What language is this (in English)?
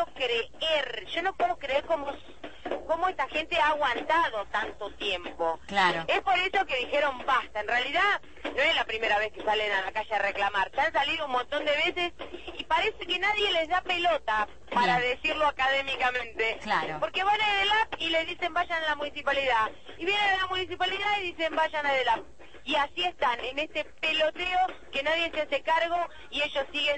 Spanish